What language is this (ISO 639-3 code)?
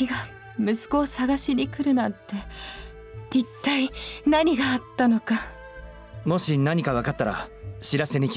jpn